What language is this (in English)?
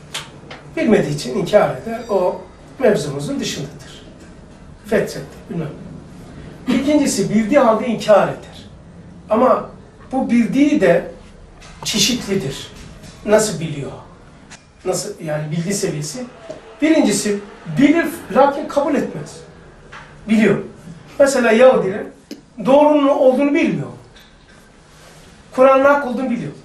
Turkish